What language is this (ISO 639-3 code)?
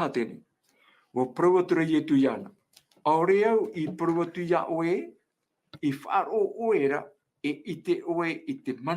tah